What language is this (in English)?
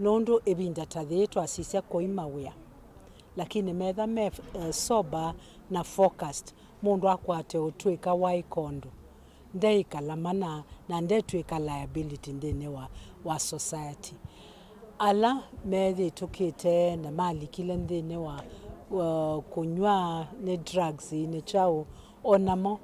Kamba